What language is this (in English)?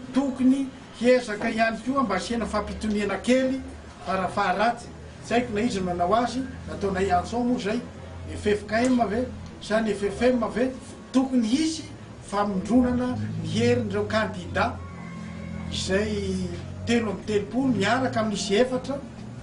Malagasy